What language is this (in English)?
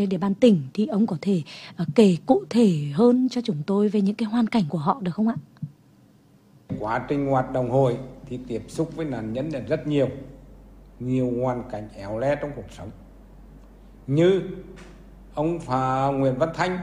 Vietnamese